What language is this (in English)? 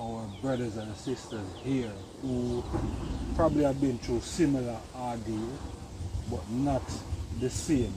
Jamaican Creole English